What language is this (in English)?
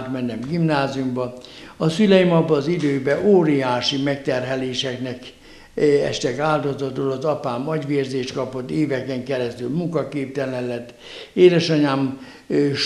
Hungarian